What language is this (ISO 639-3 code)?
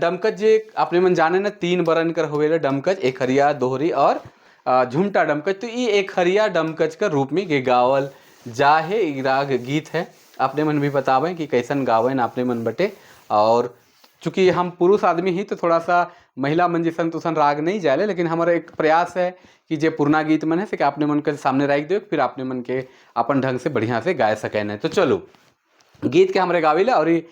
sck